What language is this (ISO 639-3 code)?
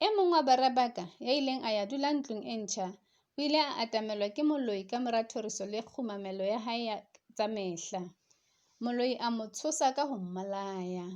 sot